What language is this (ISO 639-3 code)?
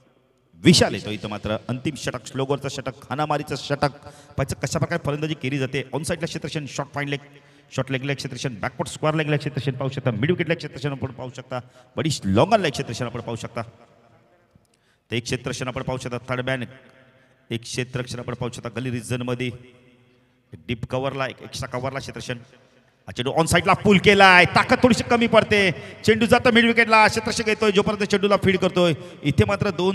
mar